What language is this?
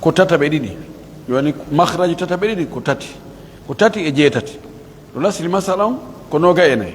Pular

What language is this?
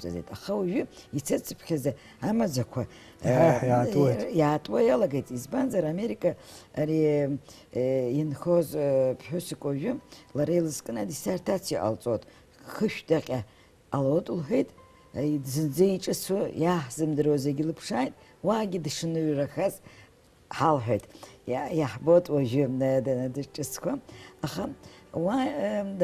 Abkhazian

